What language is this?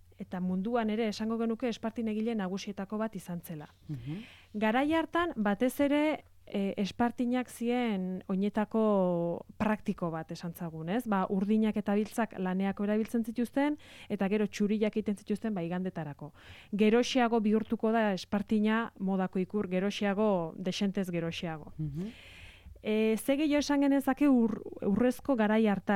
Basque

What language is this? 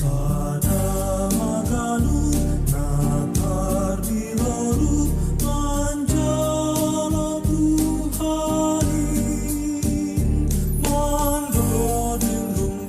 Batak Simalungun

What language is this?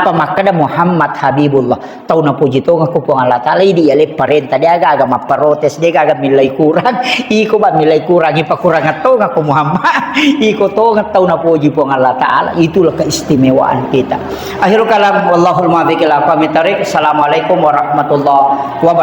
Buginese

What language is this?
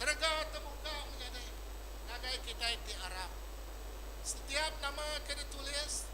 Iban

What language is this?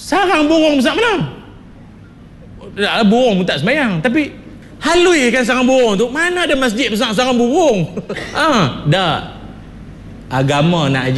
Malay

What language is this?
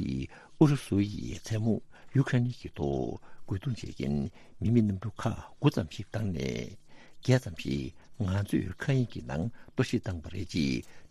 Tibetan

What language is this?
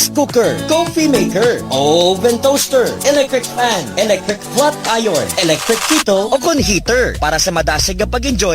Hiligaynon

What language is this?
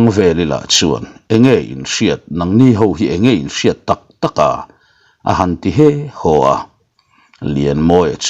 Mizo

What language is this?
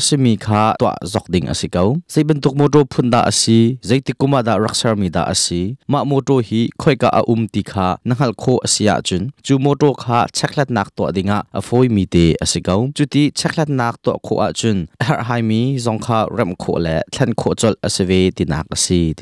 Hakha Chin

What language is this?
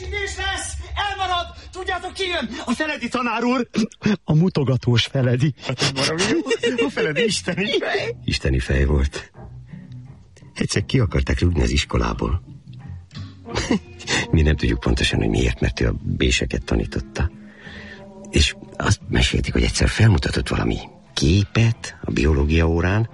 Hungarian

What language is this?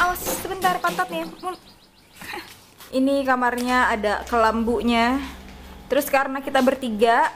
Indonesian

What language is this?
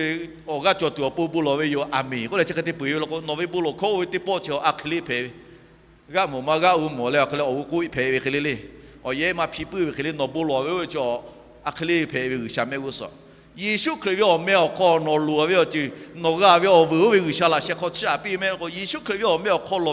Lahu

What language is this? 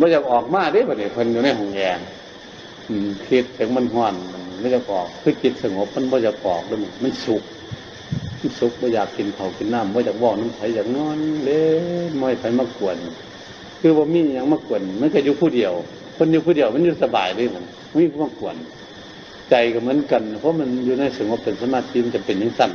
Northeastern Thai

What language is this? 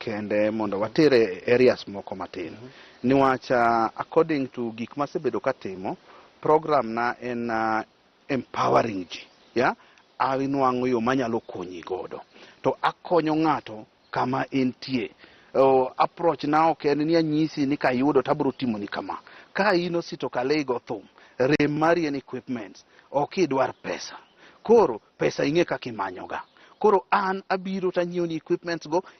Luo (Kenya and Tanzania)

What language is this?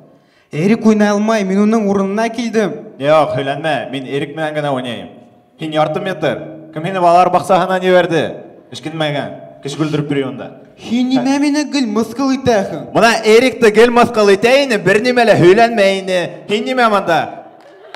Bashkir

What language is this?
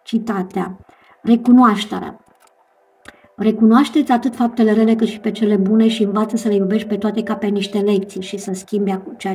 Romanian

